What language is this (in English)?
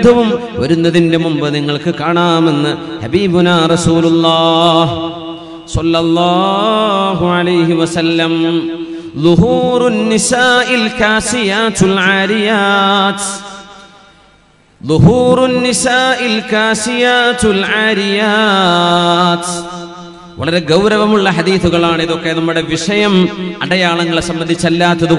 Malayalam